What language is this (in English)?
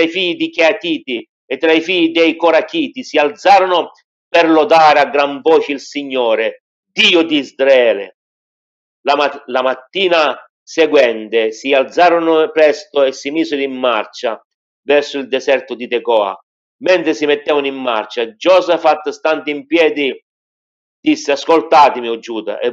Italian